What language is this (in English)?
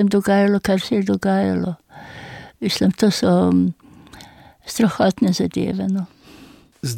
Slovenian